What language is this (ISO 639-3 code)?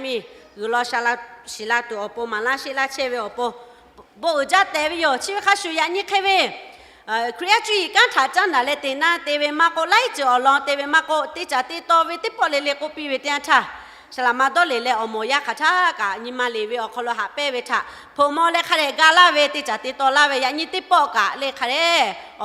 lhu